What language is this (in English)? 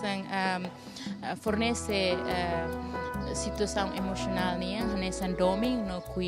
Tetum